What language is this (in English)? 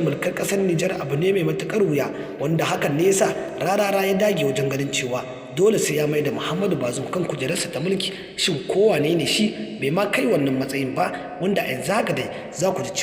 Hausa